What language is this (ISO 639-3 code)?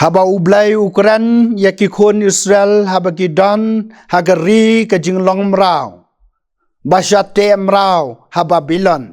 kha